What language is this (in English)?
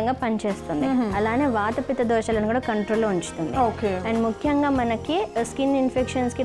Telugu